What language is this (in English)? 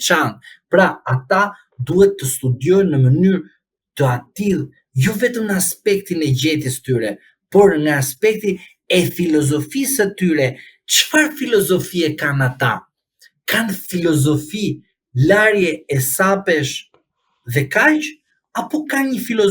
Albanian